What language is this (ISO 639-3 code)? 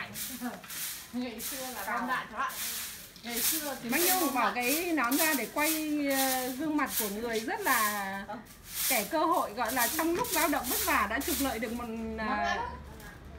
vie